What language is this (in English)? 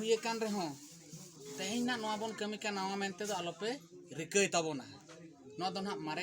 Santali